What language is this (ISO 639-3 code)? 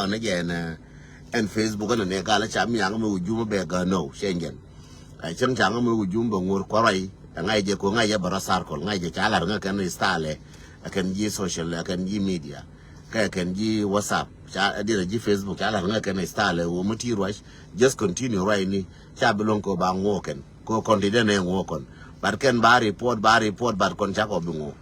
nus